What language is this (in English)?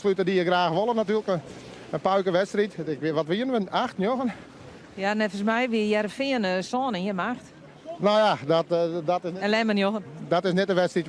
Western Frisian